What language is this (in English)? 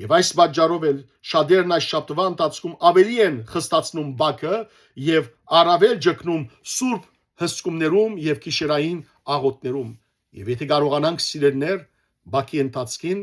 Western Armenian